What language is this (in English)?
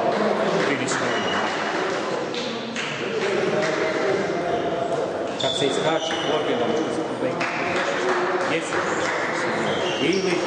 Croatian